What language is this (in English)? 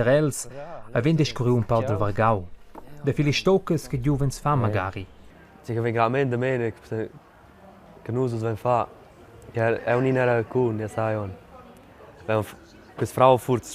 Romansh